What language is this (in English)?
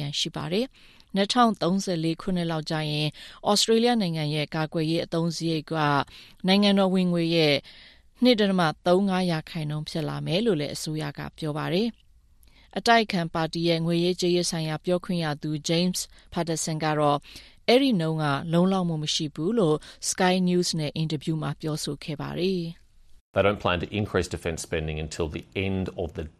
Burmese